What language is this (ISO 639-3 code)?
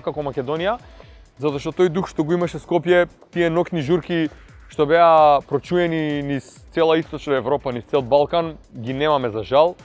mkd